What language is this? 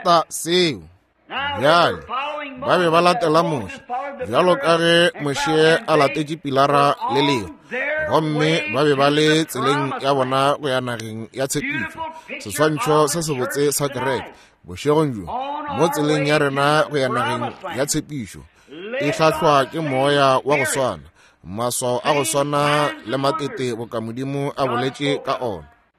Northern Sotho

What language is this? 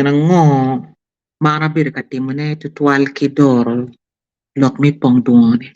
Acoli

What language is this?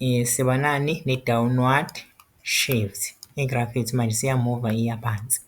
Zulu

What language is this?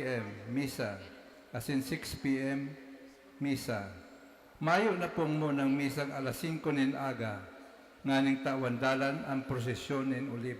Bikol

